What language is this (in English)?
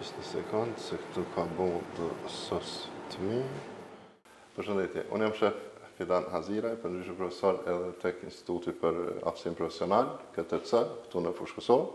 Albanian